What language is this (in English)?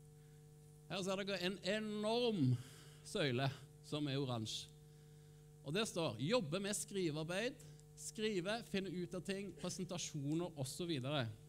Norwegian